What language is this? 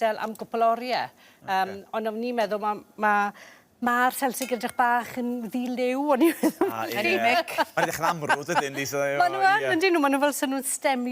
Welsh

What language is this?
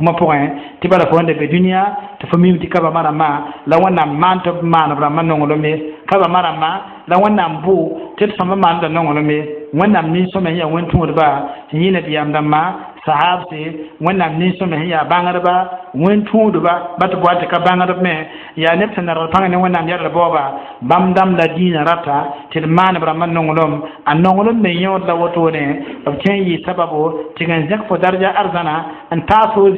Mossi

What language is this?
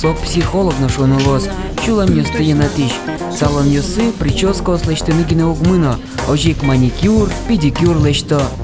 Udmurt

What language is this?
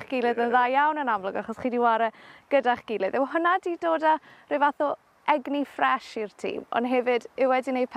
Welsh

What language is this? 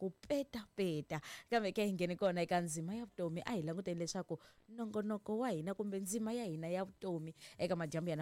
Tsonga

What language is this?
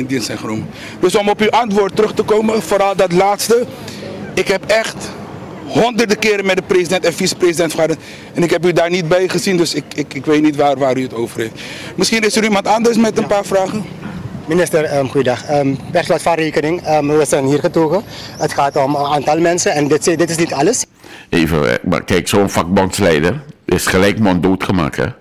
Dutch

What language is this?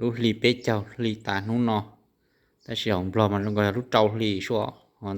Hmong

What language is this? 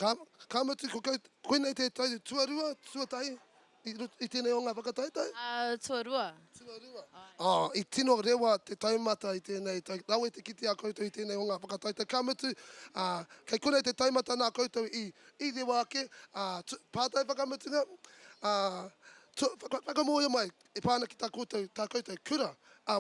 Māori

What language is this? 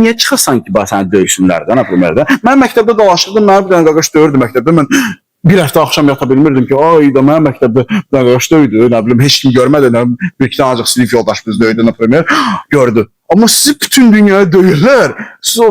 Azerbaijani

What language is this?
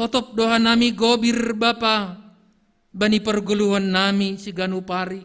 Batak Simalungun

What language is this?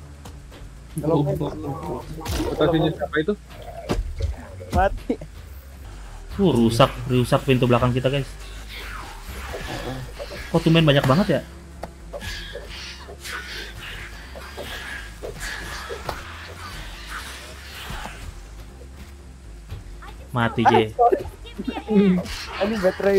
Indonesian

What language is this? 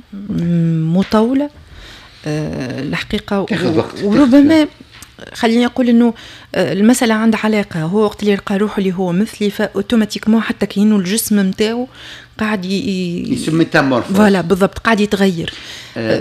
Tunisian Arabic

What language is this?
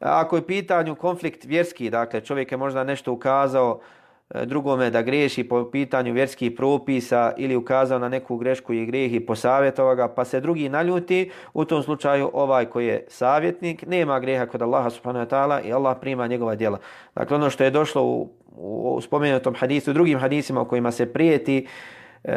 Bosnian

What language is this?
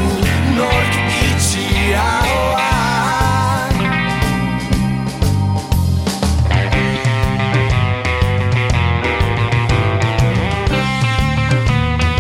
Basque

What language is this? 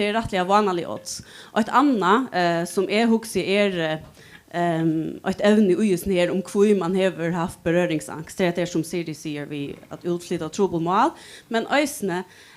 Faroese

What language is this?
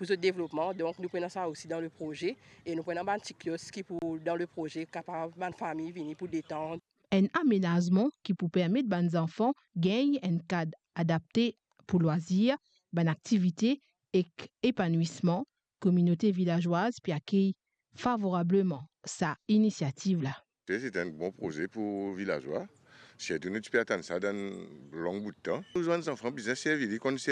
Morisyen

